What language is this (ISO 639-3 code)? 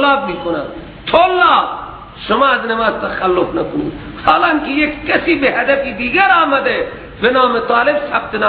fas